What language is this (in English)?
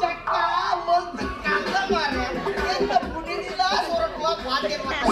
Tulu